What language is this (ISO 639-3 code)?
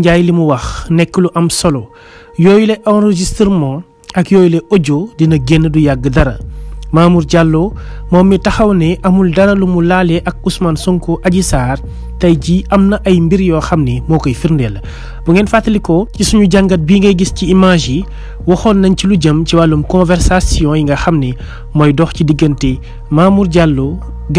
wol